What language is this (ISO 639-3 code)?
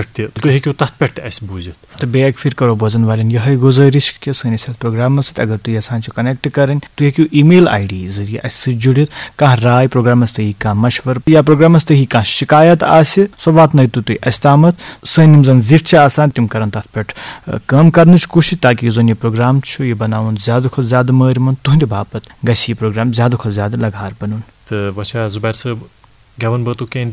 kas